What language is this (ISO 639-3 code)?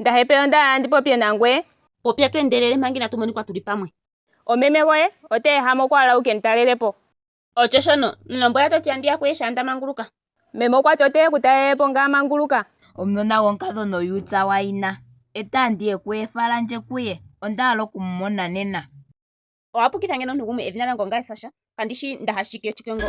ndo